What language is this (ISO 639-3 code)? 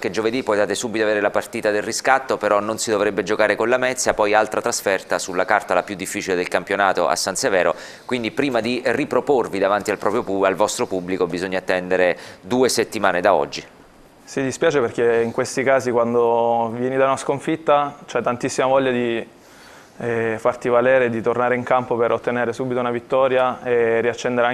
ita